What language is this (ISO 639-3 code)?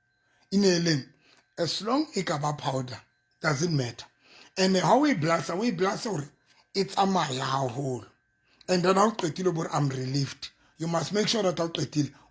sot